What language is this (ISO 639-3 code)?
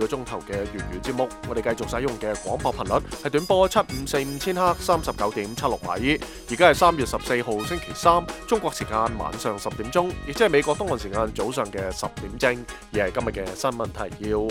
yue